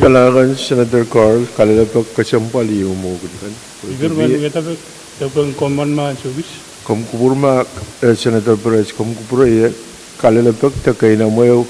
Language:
Pohnpeian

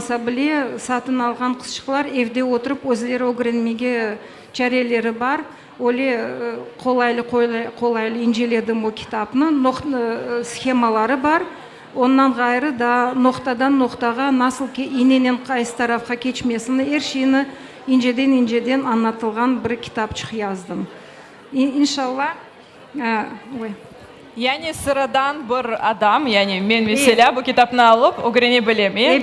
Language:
Crimean Tatar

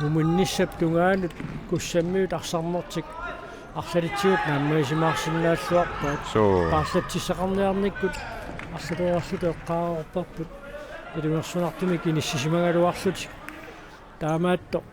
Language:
Kalaallisut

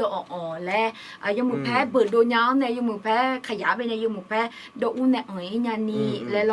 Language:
Akha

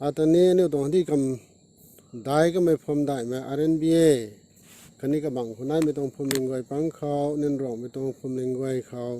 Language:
Rongmei Naga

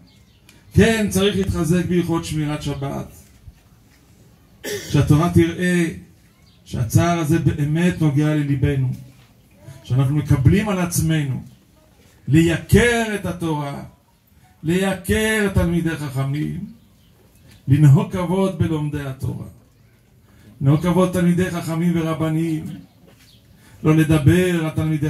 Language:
Hebrew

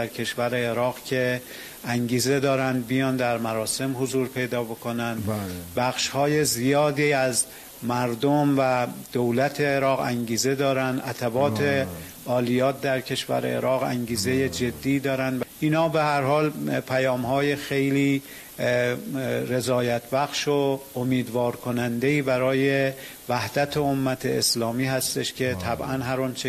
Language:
Persian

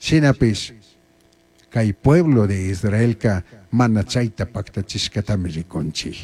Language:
Chimborazo Highland Quichua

